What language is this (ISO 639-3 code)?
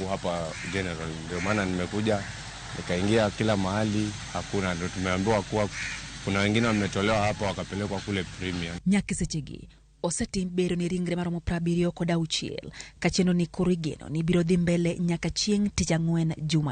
luo